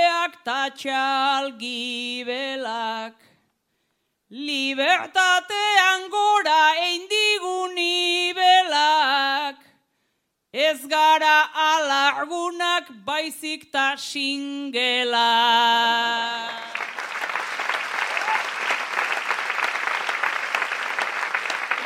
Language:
Basque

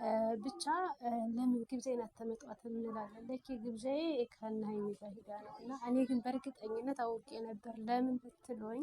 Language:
Amharic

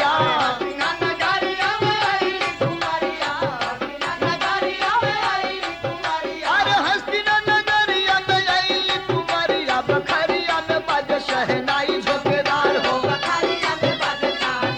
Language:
Bhojpuri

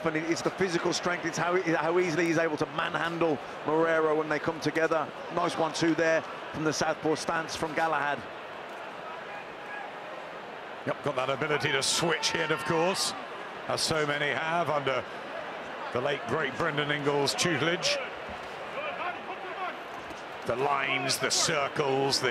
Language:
English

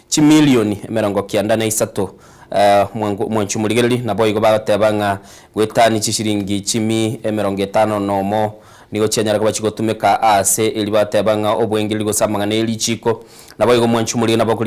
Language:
Gusii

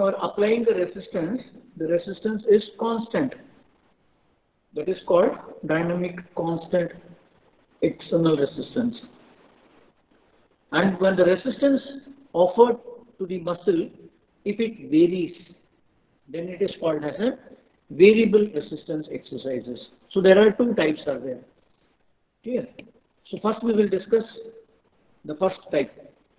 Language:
English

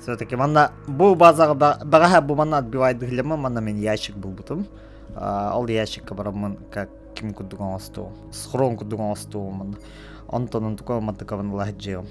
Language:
Yakut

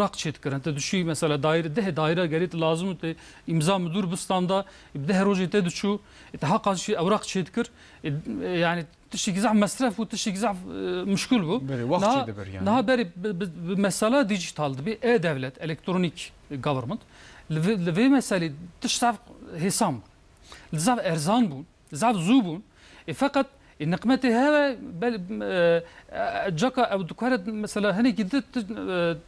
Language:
Kurdish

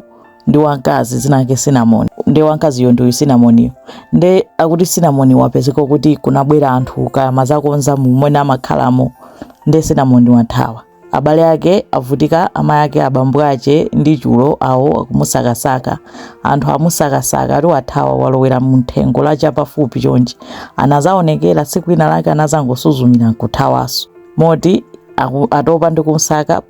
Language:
Nyanja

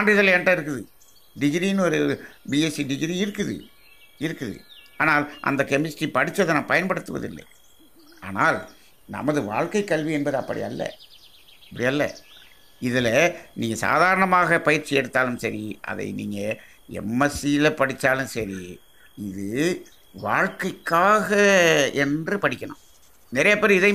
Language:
Tamil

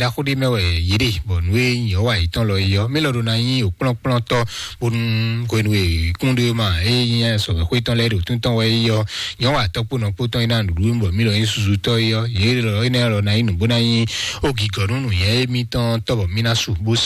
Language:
Fon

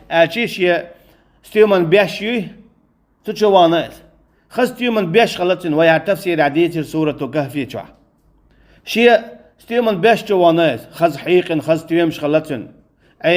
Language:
Chechen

